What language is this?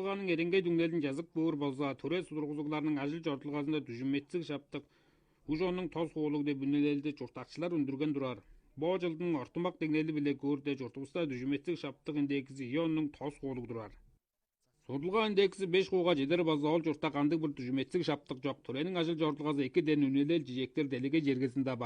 Tuvinian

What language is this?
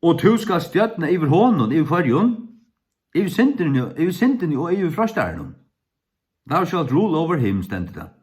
Faroese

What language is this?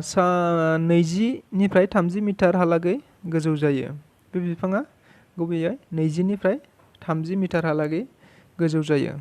Bodo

